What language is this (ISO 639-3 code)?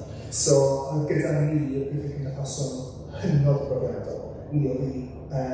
cym